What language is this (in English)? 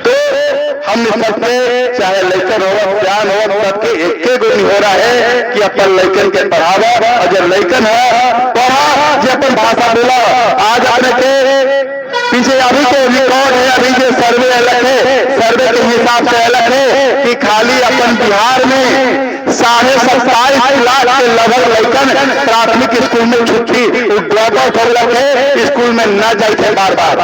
Magahi